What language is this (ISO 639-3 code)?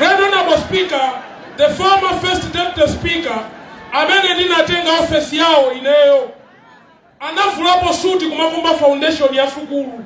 nya